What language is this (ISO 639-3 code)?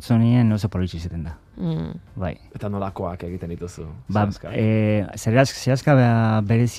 eus